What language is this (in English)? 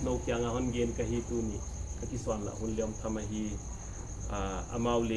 Paite Chin